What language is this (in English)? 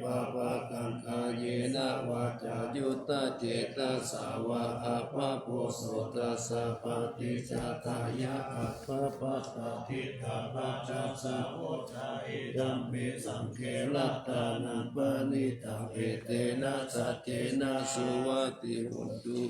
Pali